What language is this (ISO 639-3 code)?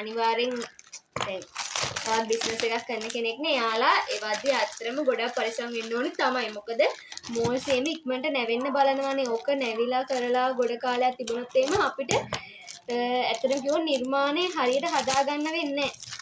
sin